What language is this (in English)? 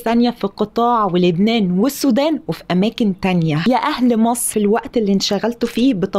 Egyptian Arabic